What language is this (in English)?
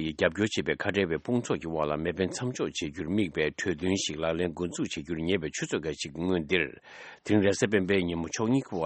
Tibetan